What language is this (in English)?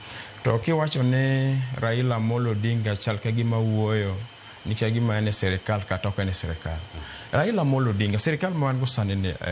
Luo (Kenya and Tanzania)